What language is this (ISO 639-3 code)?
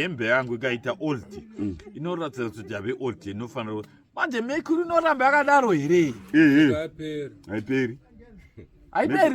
sna